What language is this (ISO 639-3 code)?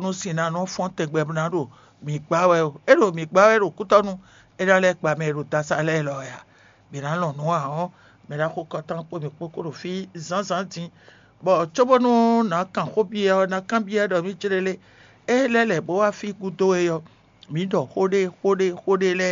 fon